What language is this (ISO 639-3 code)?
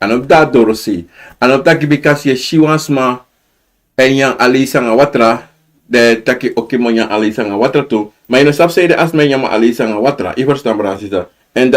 srn